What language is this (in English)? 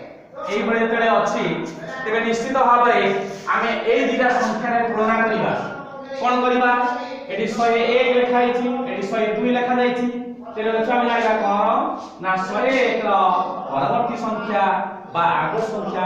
Odia